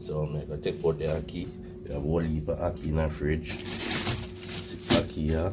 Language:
Jamaican Creole English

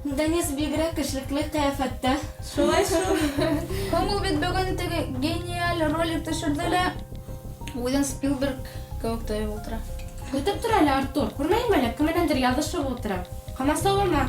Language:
Bashkir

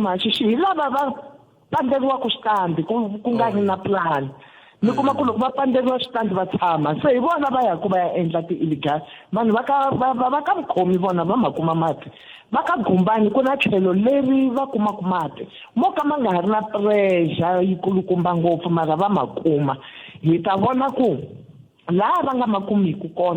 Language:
Tsonga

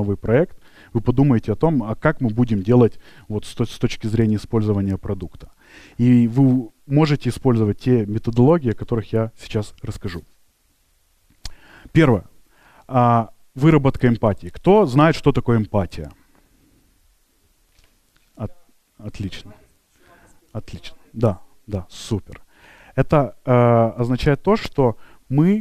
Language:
Russian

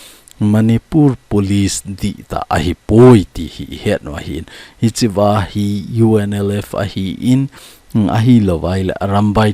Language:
Thado Chin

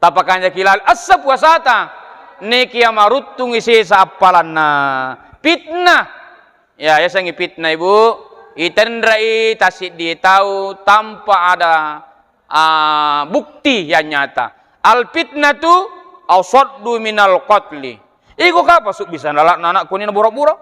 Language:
Buginese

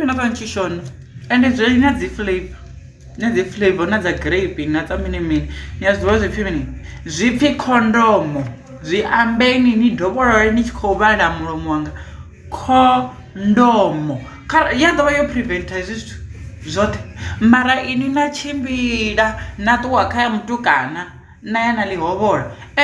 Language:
Venda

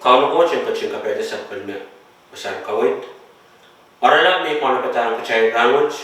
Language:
Pohnpeian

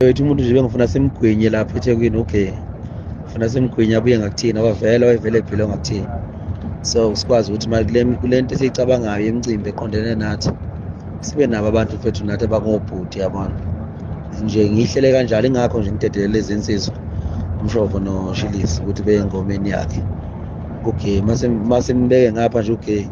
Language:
Zulu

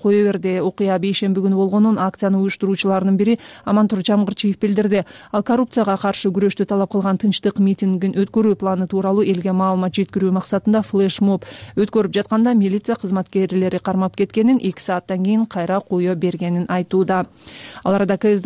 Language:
Kyrgyz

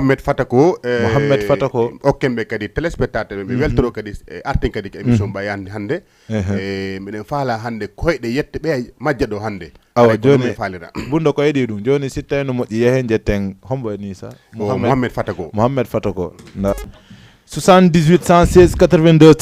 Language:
Fula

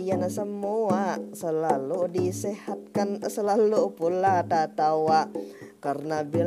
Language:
Banjar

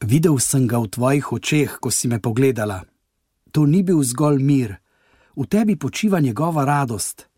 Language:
Slovenian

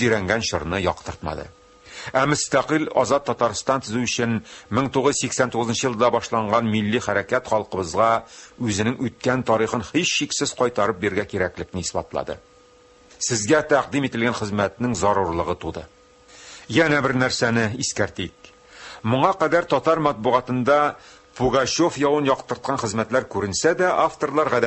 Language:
Tatar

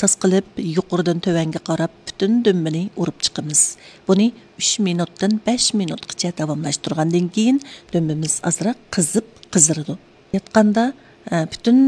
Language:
Uyghur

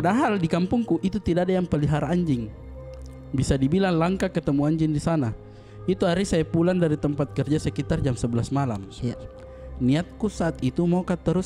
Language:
Makassar Malay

